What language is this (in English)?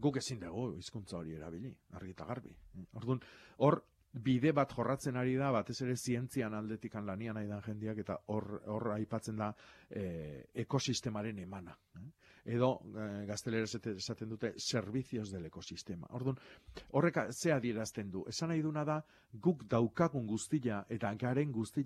Basque